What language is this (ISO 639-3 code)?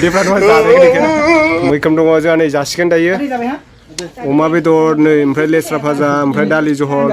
brx